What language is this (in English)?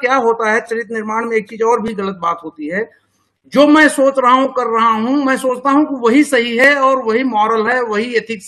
Hindi